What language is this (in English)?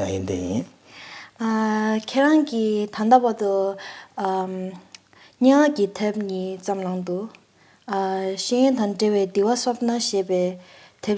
Tibetan